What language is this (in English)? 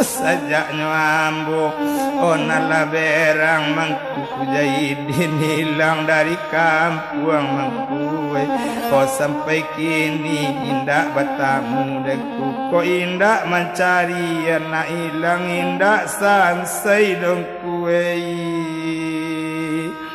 Minangkabau